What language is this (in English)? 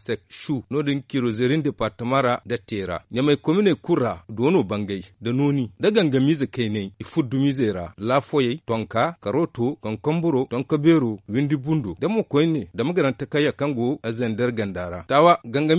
Zarma